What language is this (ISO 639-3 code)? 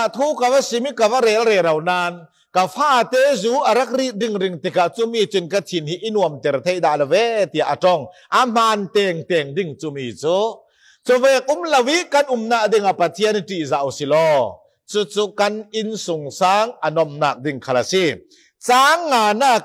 cfm